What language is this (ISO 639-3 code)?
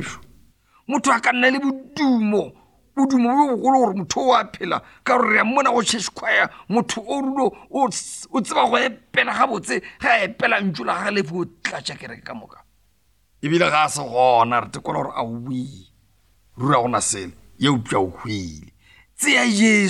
nso